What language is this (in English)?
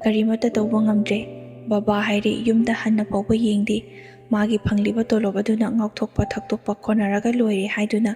Manipuri